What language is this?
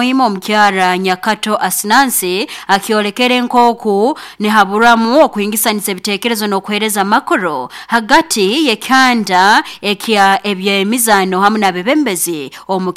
Nyoro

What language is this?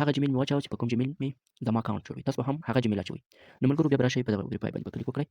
Pashto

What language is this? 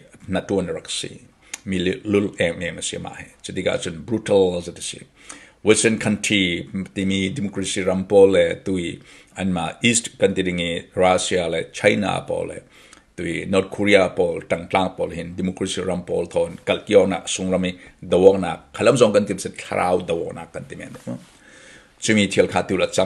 Falam Chin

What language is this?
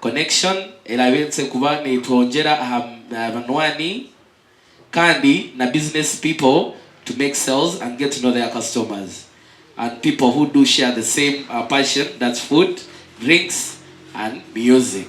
Nyankole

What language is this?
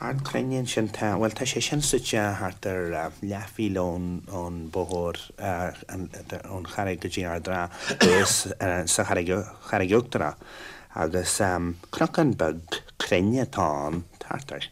Irish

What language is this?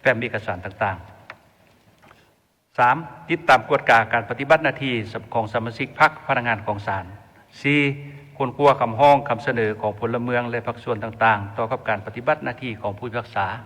Lao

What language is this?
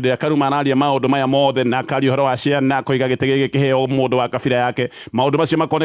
Kikuyu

